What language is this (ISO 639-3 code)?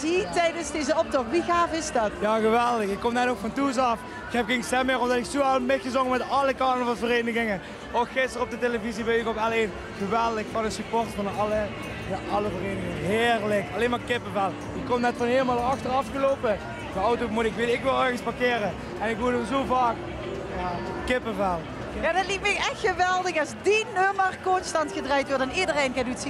lim